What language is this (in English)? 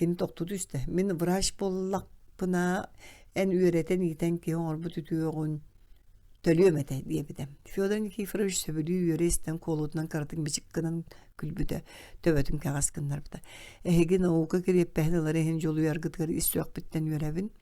Yakut